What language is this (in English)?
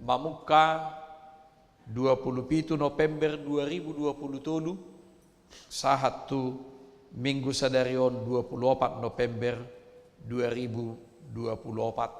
Batak Toba